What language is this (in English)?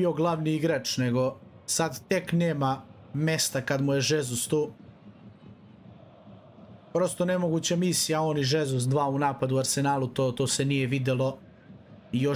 Serbian